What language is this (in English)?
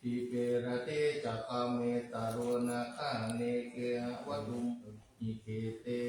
Pali